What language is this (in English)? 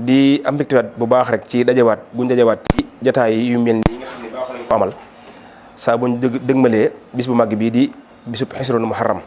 Wolof